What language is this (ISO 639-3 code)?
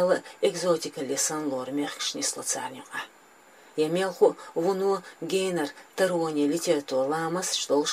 che